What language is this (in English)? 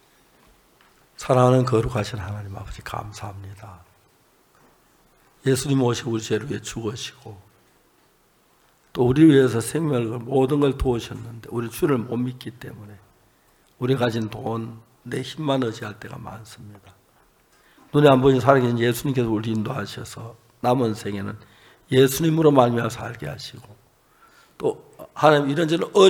Korean